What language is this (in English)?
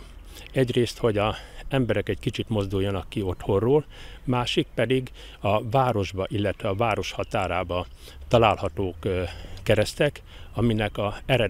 Hungarian